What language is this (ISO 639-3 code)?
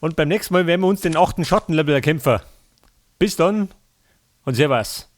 bar